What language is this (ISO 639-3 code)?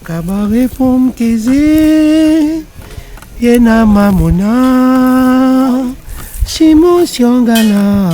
rcf